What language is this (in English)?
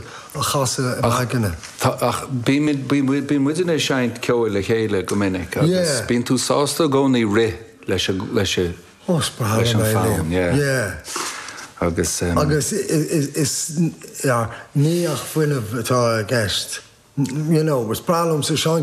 Irish